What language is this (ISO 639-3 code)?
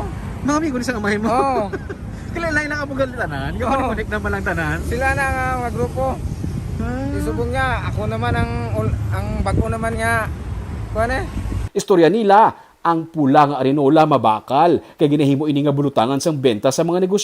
hil